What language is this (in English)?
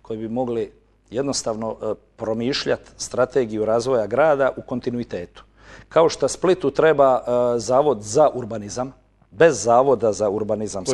Croatian